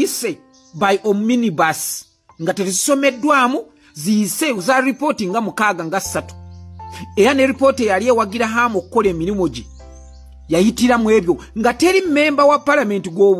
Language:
Ganda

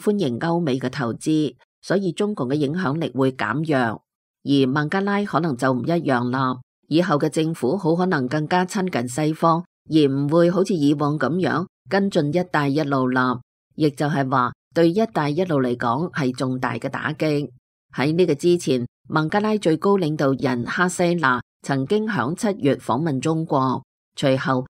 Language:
Cantonese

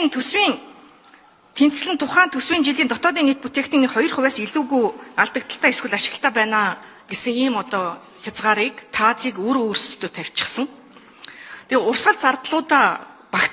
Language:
Mongolian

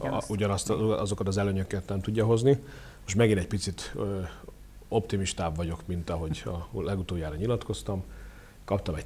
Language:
Hungarian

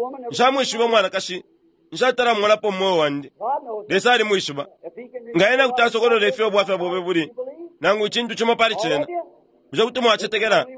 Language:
Bemba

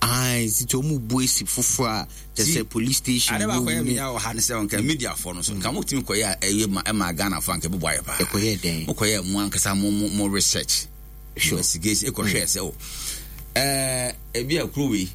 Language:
Akan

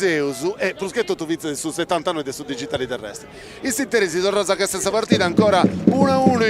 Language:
Sardinian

